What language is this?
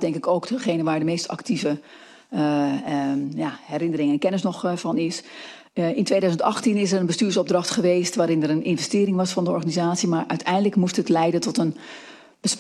Dutch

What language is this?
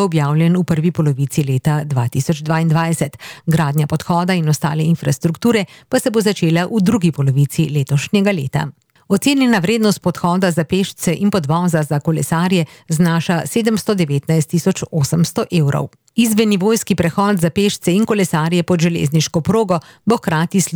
Slovenian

